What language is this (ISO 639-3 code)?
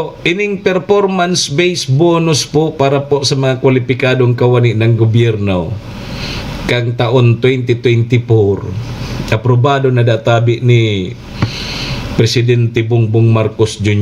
bik